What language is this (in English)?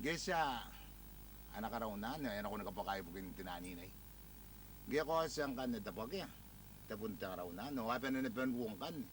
Gilbertese